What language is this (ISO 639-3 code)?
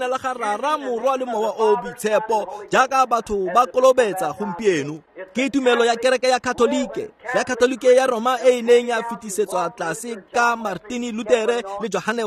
tsn